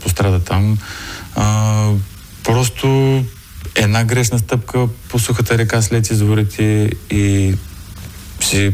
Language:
Bulgarian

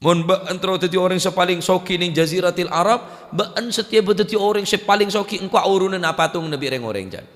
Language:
Madurese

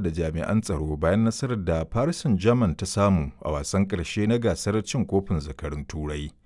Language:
Hausa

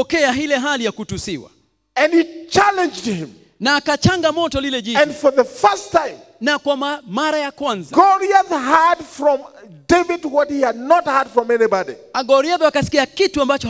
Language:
Swahili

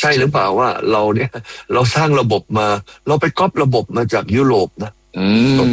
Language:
Thai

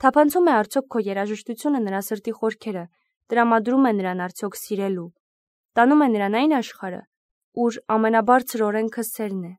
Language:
Armenian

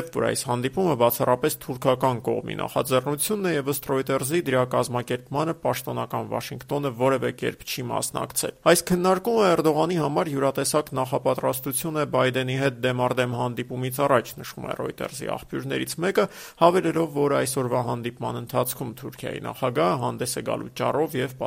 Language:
Armenian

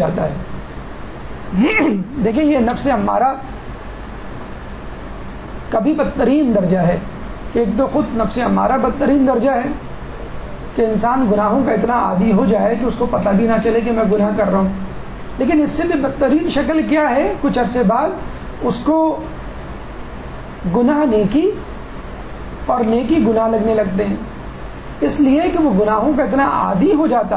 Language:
Urdu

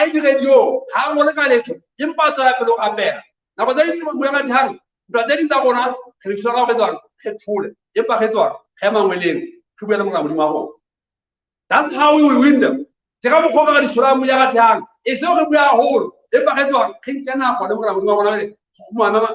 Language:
Southern Sotho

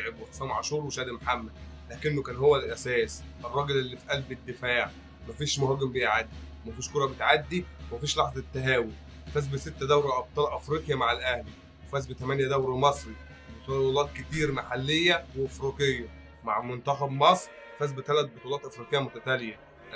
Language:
Egyptian Arabic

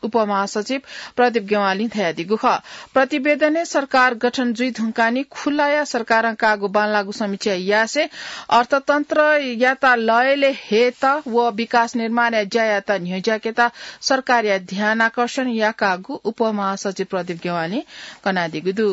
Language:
Newari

